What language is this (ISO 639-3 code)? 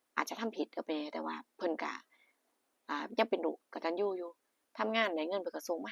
tts